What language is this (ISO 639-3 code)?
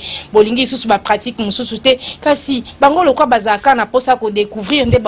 lin